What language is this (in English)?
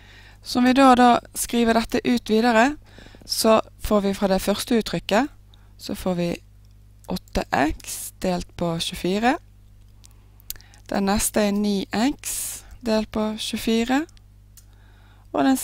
Norwegian